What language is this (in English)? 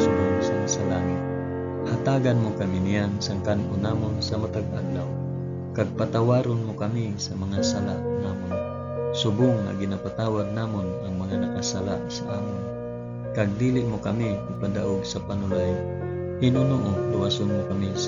Hiligaynon